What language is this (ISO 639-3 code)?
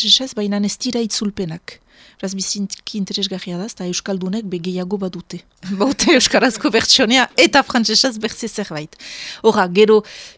eus